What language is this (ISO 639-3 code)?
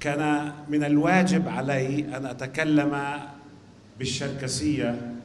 apc